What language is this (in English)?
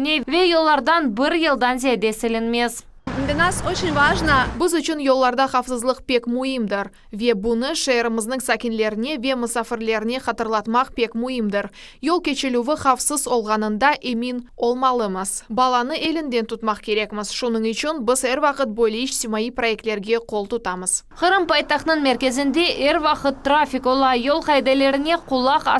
Crimean Tatar